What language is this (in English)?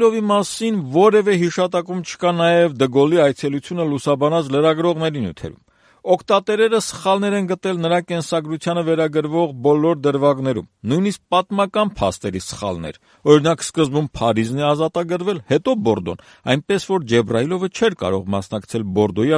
Armenian